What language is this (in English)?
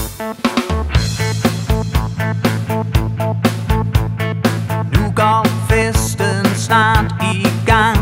Danish